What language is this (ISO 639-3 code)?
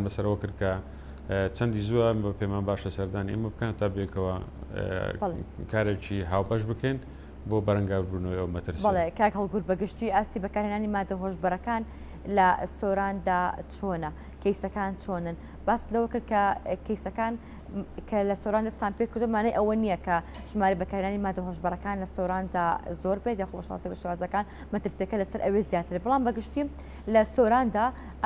ckb